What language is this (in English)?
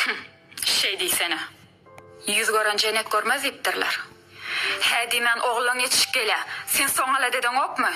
Turkmen